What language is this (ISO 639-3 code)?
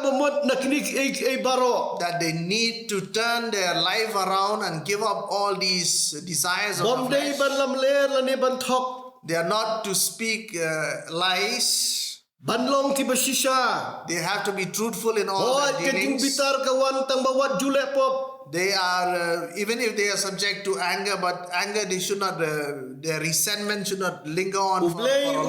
kha